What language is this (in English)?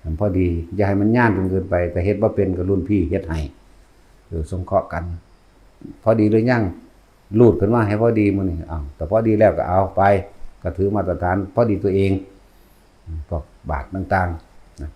Northeastern Thai